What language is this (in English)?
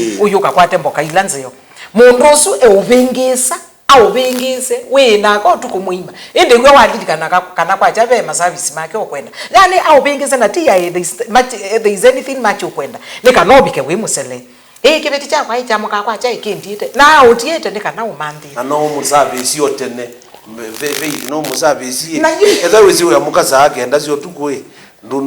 Kamba